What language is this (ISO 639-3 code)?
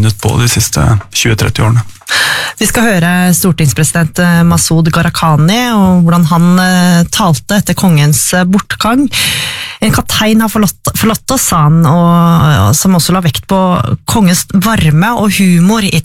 nor